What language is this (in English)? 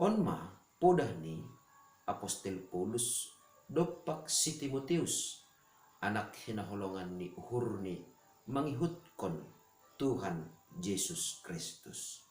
Batak Simalungun